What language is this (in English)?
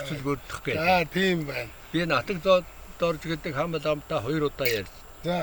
Mongolian